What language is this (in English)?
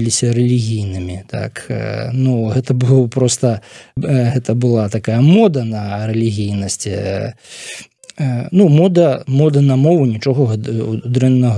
Belarusian